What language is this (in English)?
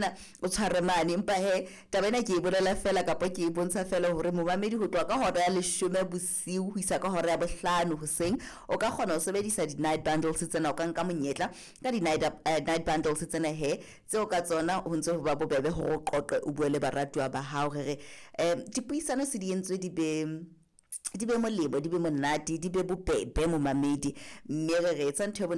Southern Sotho